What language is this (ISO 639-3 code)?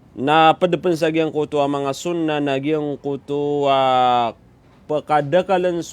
mrw